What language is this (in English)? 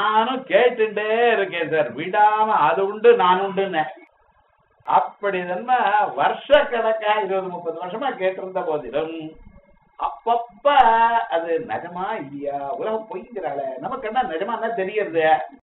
Tamil